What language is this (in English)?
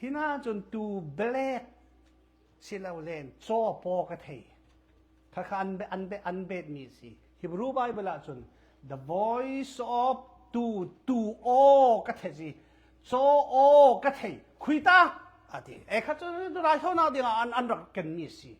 Falam Chin